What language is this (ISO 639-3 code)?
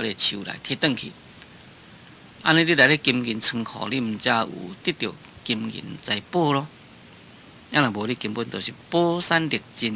nan